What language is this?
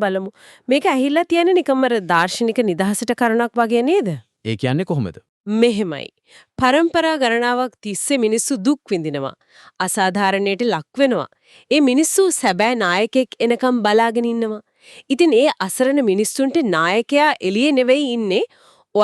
Sinhala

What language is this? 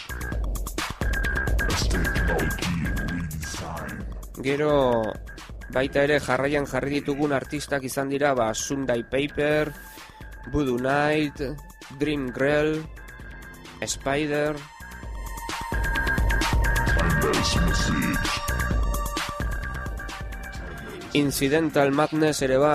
Basque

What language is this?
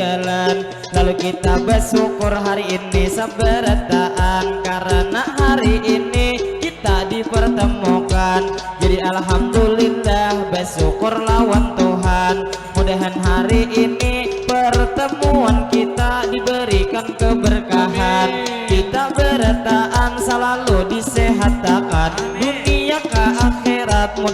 Banjar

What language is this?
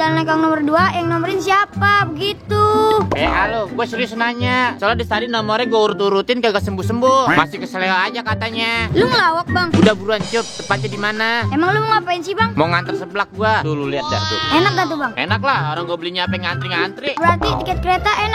Betawi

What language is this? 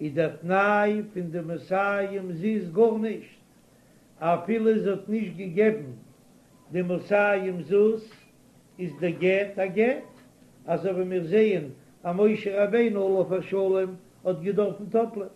Yiddish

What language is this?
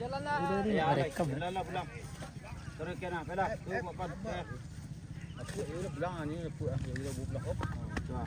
Minangkabau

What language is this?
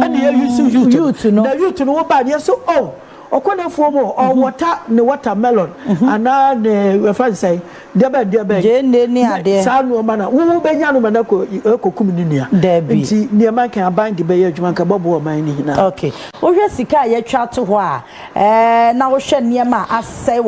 Akan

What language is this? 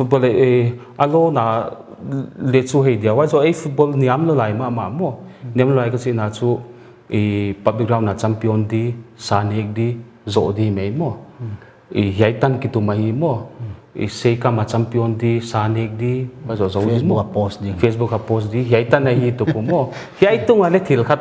Paite Chin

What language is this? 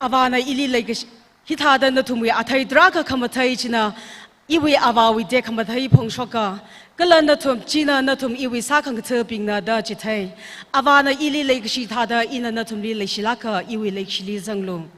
Tangkhul Naga (India)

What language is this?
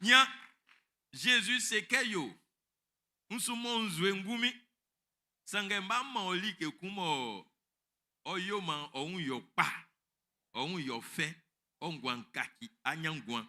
Baoulé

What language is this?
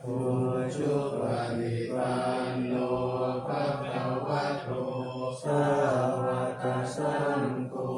Pali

